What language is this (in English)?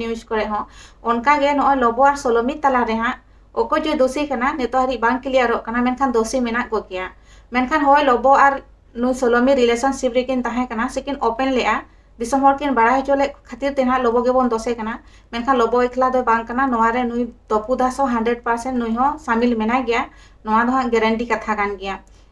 Santali